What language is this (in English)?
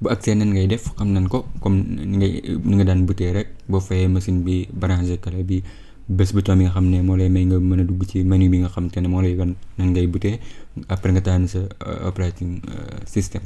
Wolof